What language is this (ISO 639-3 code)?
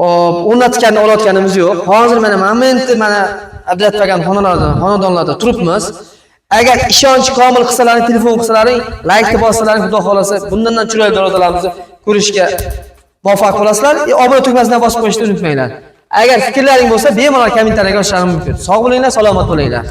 uzb